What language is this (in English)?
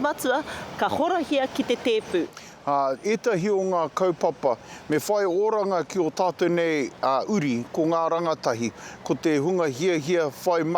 Māori